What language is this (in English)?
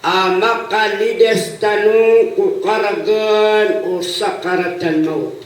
Maranao